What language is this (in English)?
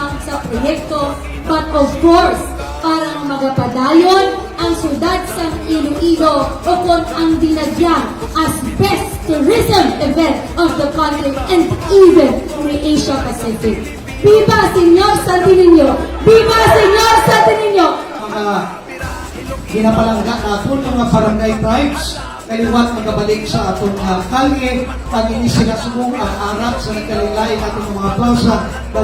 Hiligaynon